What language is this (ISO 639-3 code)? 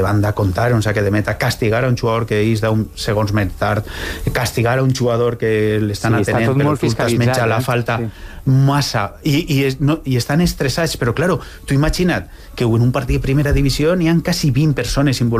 cat